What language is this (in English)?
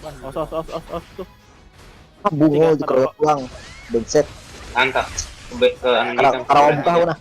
Banjar